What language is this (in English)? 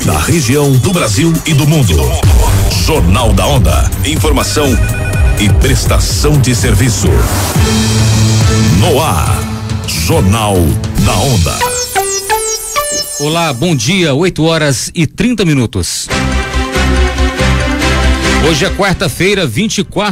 Portuguese